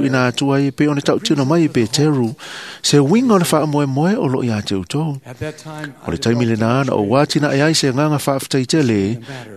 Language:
Samoan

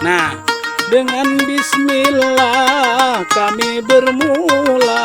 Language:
Banjar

